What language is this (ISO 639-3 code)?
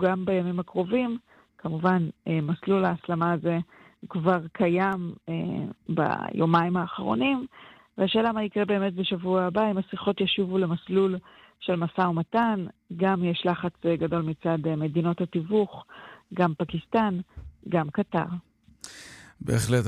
heb